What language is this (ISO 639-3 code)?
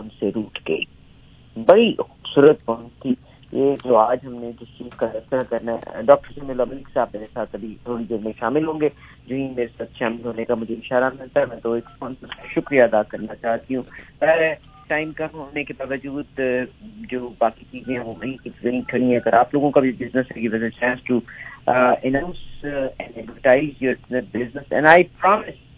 urd